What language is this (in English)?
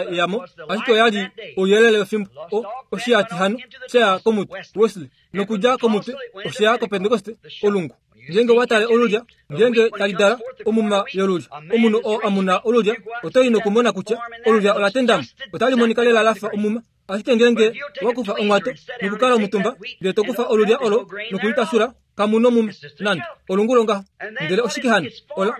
Kuanyama